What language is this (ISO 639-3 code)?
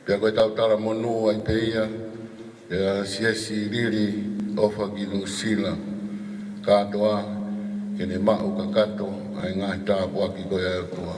ton